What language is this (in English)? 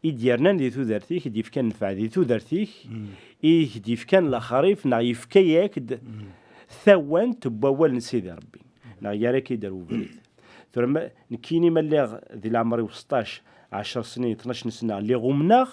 Kabyle